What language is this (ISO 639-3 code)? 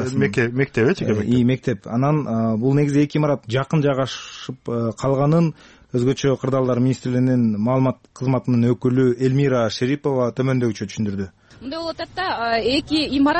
kir